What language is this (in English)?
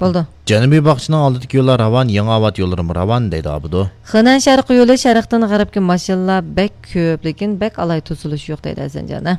Uyghur